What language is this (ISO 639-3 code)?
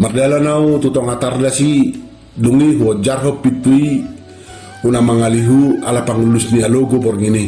bbc